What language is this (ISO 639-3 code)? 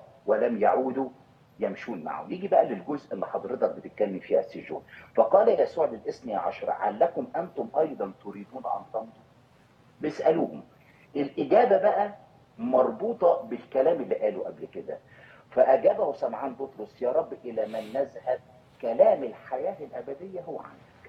arz